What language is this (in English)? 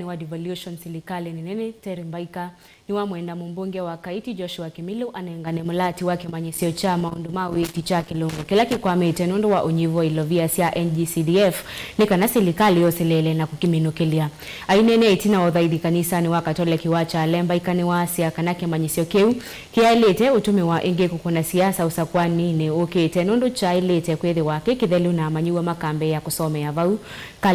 Kamba